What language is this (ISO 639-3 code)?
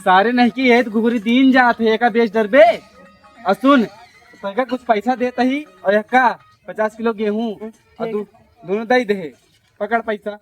awa